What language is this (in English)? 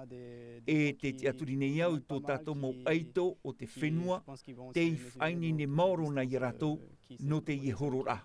Tahitian